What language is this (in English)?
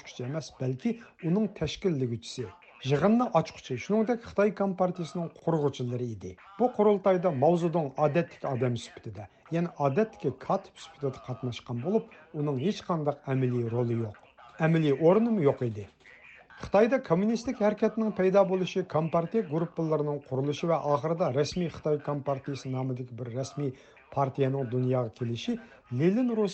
Uyghur